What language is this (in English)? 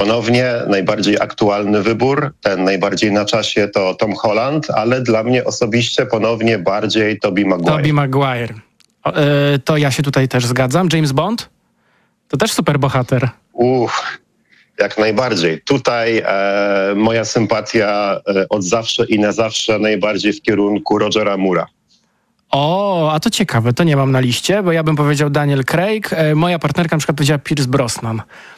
Polish